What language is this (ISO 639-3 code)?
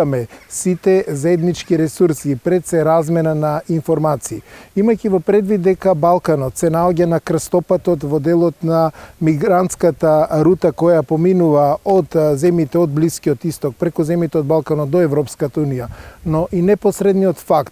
mkd